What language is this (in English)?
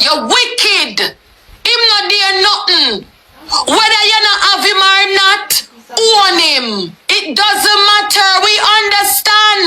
Jamaican Creole English